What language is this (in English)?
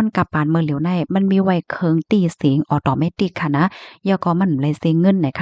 Shan